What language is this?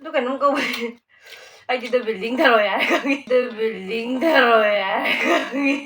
Manipuri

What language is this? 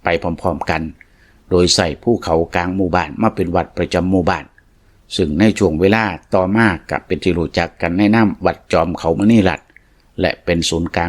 Lao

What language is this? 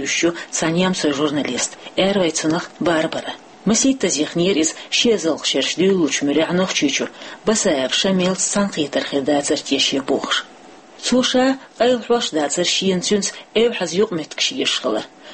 Chechen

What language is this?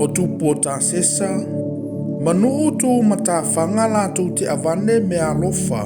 Samoan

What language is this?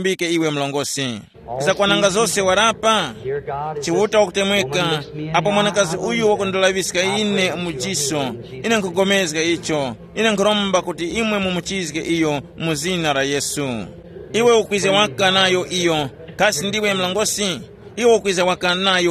Tumbuka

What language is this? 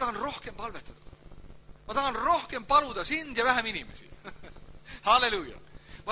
Estonian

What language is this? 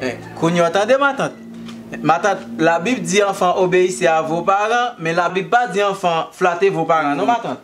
Haitian Creole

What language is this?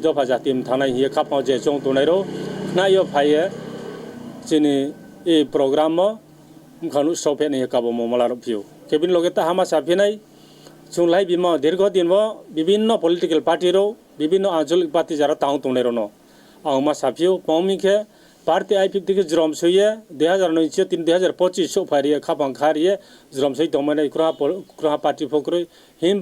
Riang (India)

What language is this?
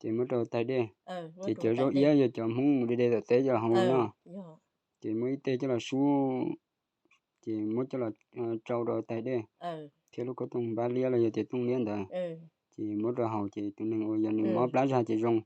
Hmong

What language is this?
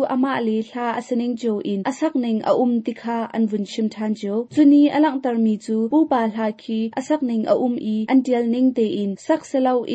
Hakha Chin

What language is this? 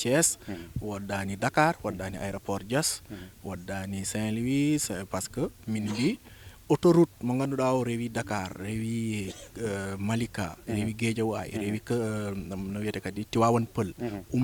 Fula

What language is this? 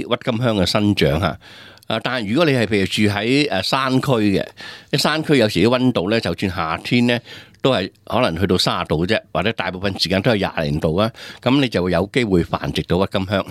Cantonese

